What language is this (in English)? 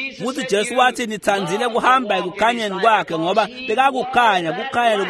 Swati